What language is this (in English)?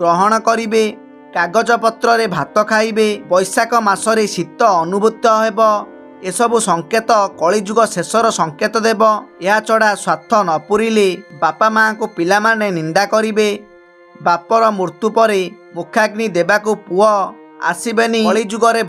Odia